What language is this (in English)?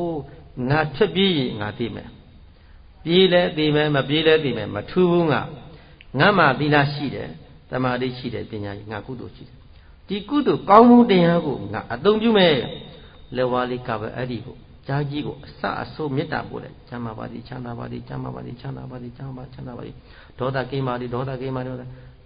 Burmese